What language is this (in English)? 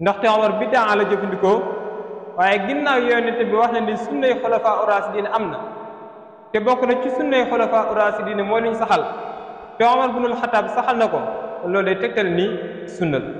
Wolof